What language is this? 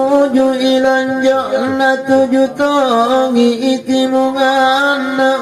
Makasar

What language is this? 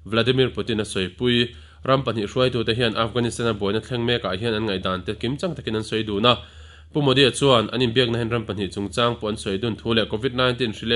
Mizo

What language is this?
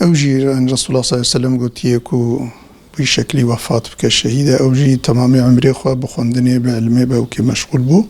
Kurdish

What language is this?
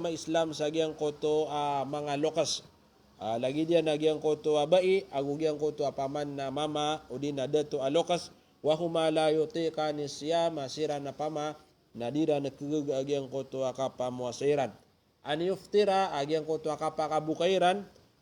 Maranao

